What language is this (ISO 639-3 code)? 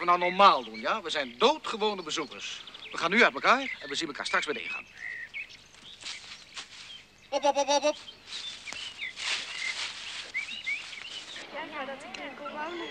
nld